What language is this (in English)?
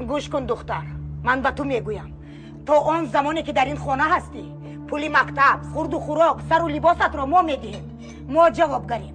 Tajik